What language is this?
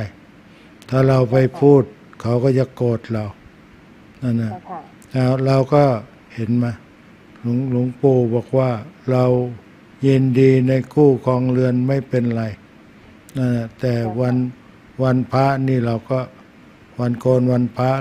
Thai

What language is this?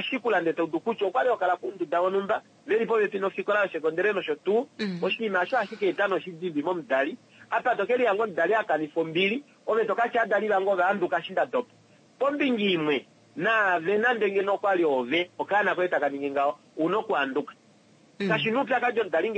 Kuanyama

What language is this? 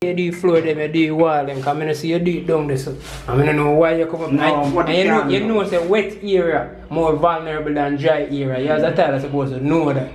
Jamaican Creole English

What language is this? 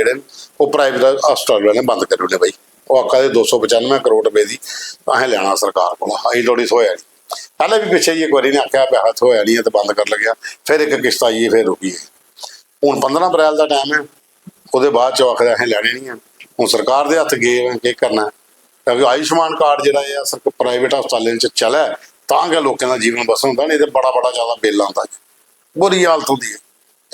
Dogri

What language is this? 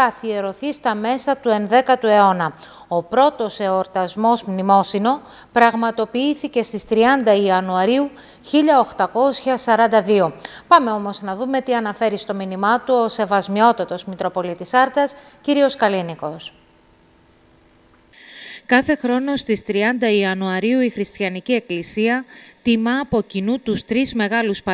Greek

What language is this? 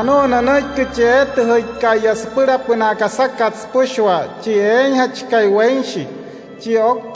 Wayuu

